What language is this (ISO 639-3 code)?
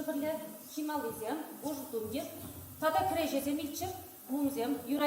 chv